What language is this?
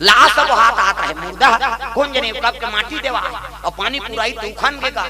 Chhattisgarhi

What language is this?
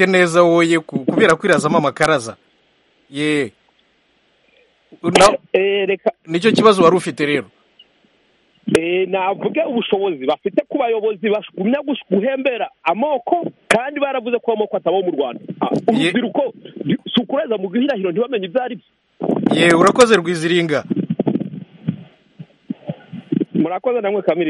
Kinyarwanda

